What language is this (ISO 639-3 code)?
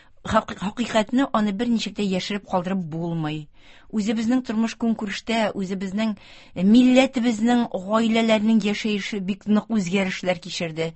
tat